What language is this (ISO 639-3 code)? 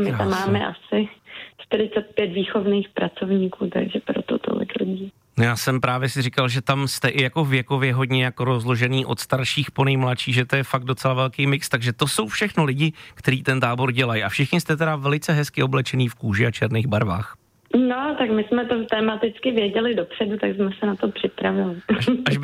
ces